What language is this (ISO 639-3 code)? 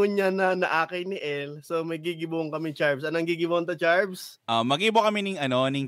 bik